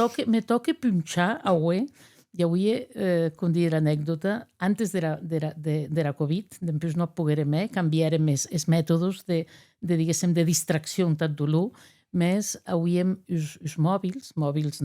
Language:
Occitan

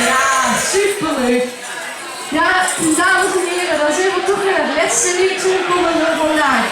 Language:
Limburgish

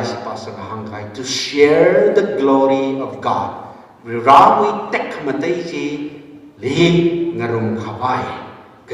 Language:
Tangkhul Naga (India)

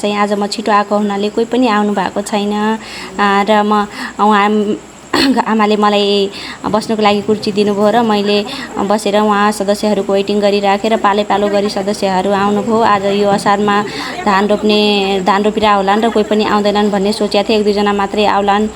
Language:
Nepali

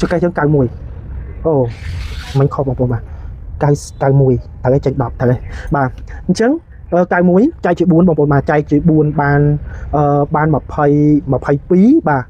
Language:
Khmer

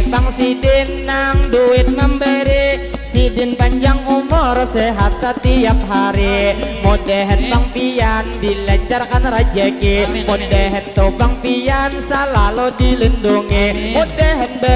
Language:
Banjar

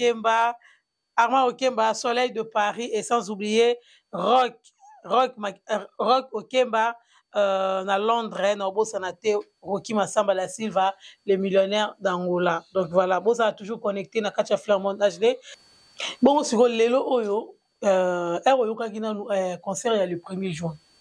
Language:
Lingala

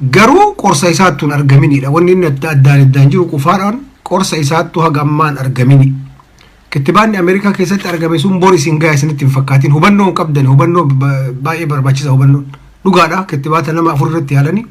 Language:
Oromo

